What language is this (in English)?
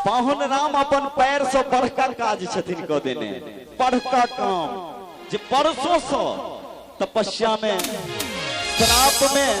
Maithili